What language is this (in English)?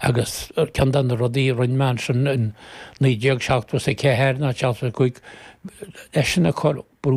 Irish